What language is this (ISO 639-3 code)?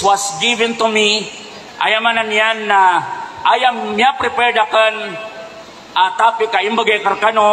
mrw